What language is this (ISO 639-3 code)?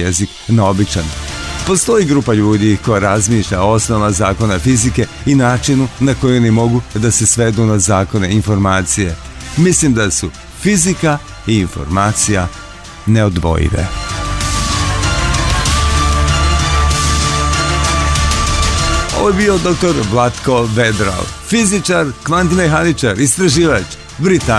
srp